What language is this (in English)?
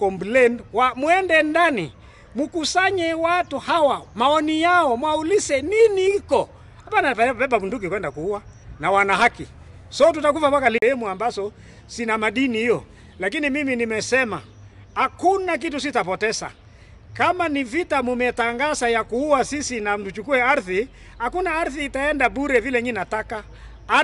Swahili